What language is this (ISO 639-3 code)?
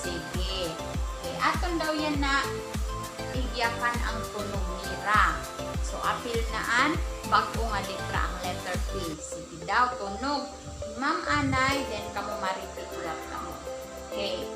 war